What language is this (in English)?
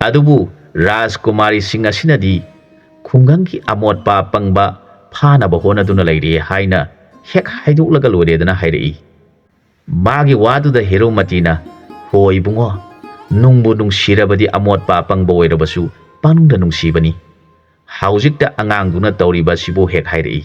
Manipuri